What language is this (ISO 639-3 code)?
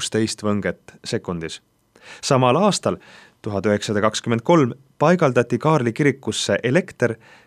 est